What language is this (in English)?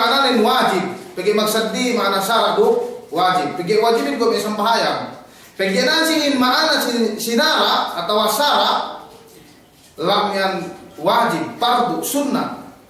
Yakan